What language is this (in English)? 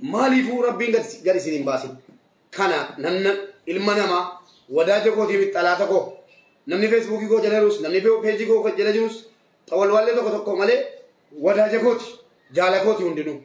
Oromo